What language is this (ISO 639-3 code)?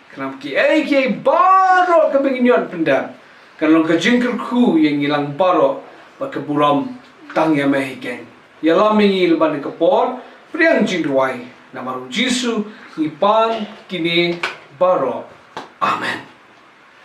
kha